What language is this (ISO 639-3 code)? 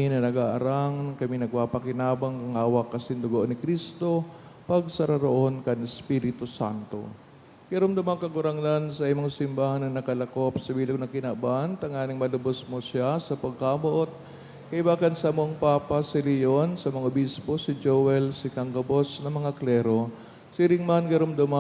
bik